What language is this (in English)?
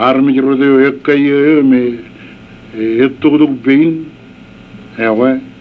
Marshallese